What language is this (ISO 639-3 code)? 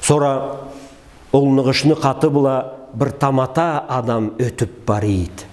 krc